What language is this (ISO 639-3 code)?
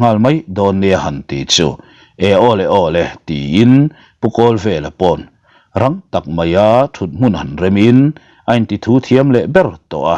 lus